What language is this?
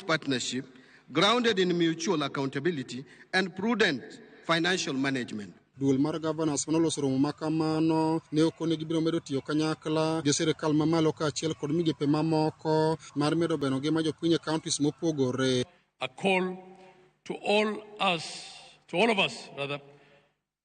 Luo (Kenya and Tanzania)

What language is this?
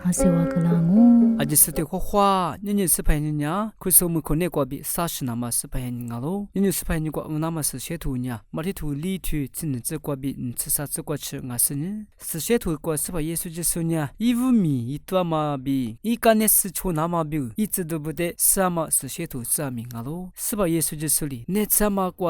Lisu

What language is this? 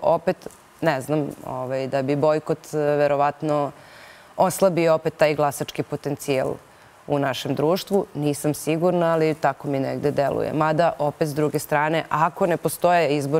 Serbian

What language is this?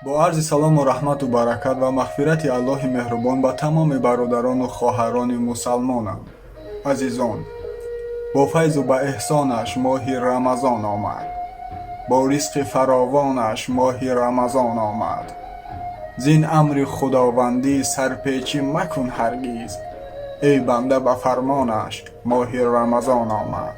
Tajik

